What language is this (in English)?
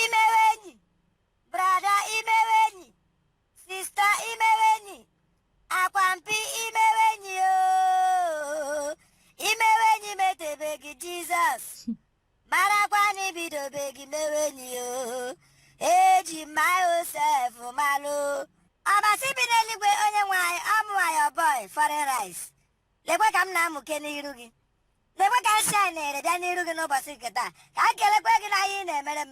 Igbo